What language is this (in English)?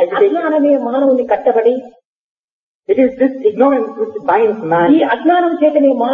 Telugu